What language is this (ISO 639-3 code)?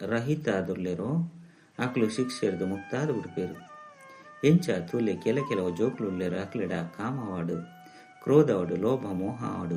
tcy